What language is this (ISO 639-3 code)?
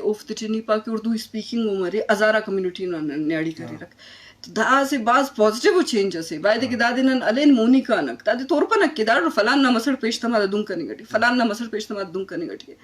bgp